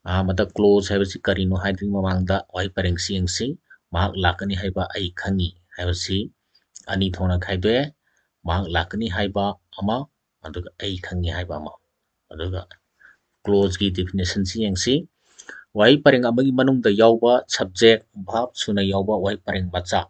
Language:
Manipuri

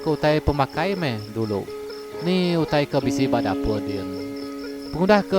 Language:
Iban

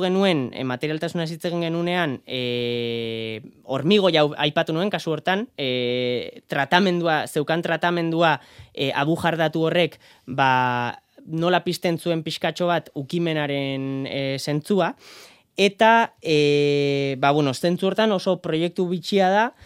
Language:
Basque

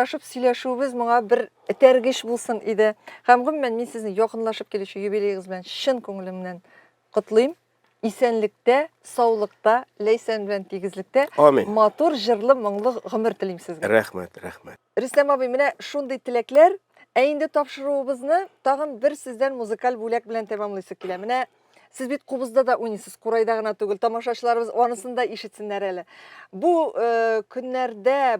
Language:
Tatar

